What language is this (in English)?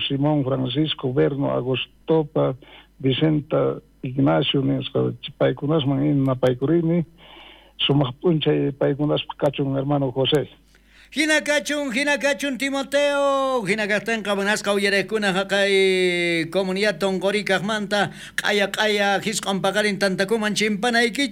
South Bolivian Quechua